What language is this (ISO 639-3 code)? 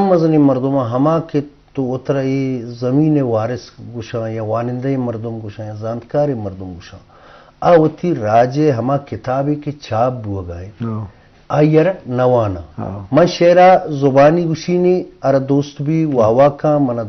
bgp